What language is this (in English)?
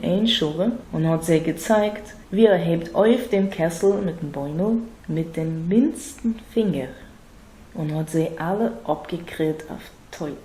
Yiddish